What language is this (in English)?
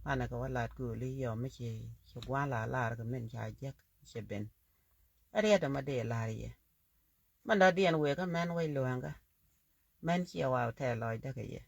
Nuer